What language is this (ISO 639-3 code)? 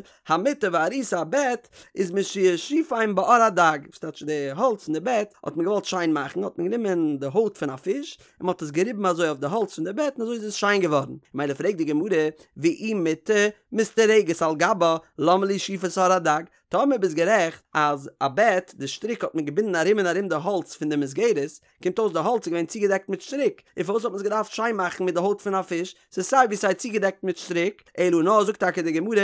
yid